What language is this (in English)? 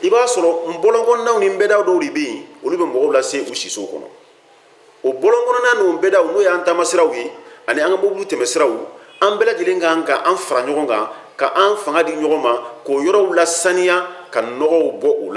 Bambara